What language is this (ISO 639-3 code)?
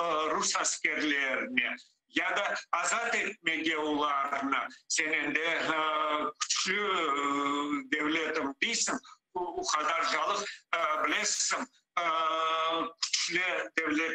crh